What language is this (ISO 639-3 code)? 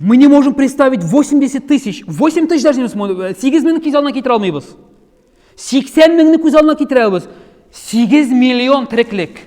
tat